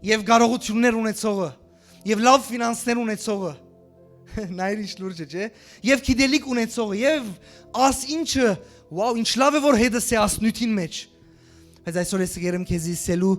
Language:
Western Armenian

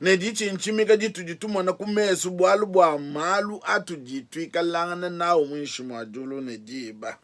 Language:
Luba-Lulua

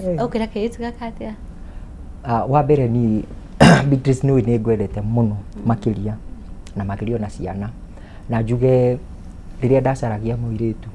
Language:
Kikuyu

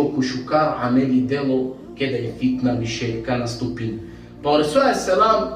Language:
Balkan Romani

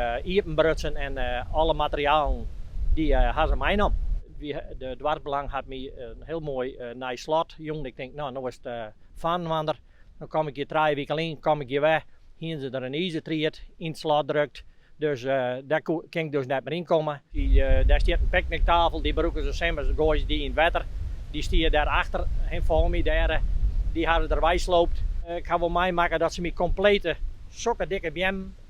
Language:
Western Frisian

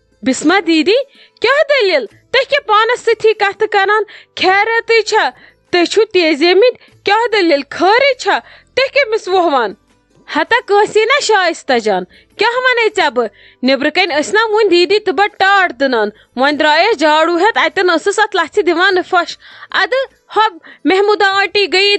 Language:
Kashmiri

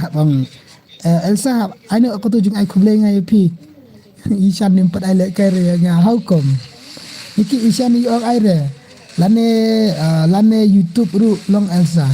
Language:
Khasi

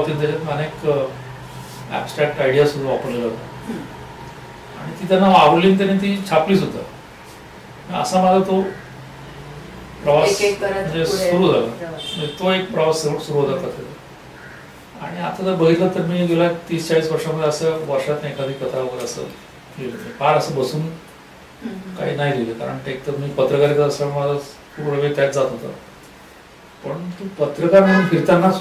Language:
Marathi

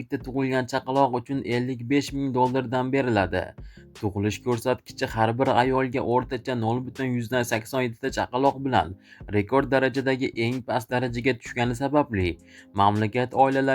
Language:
Uzbek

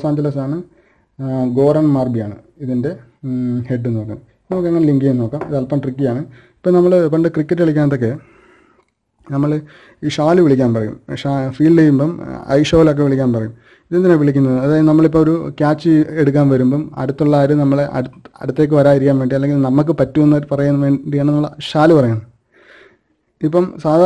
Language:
Malayalam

